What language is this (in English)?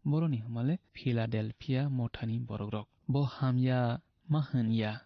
Kok Borok